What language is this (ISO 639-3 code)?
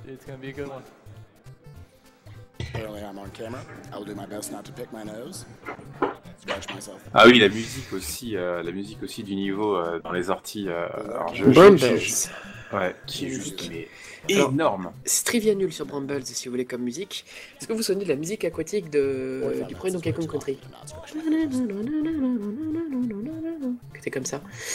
fra